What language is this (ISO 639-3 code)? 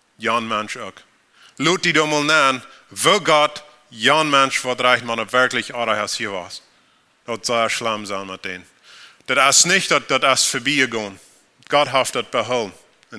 pdt